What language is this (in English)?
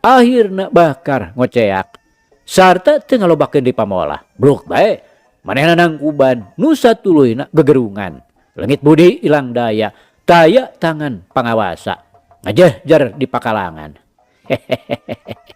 Sundanese